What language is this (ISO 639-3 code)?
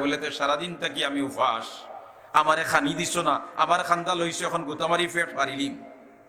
syl